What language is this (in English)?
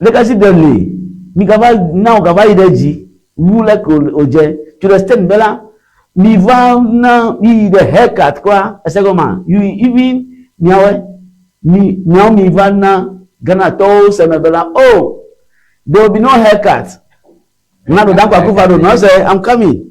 Ewe